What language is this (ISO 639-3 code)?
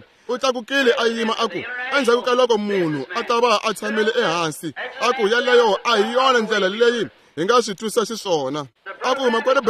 tso